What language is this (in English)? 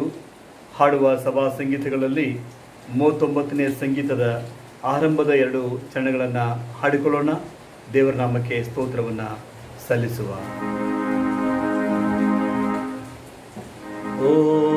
Kannada